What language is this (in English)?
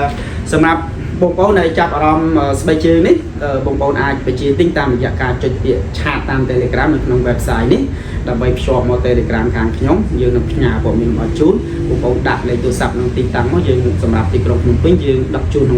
Khmer